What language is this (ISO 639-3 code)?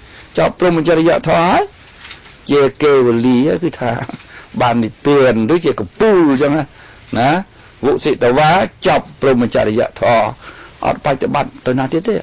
khm